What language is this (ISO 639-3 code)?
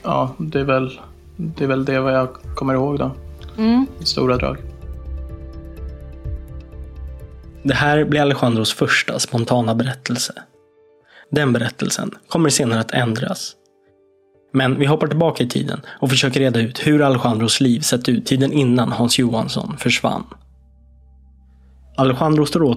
swe